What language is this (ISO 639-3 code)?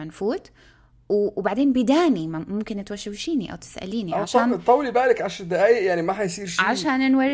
apc